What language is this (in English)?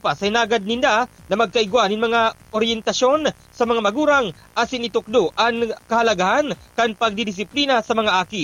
Bikol